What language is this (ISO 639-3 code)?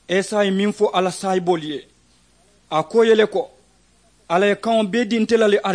man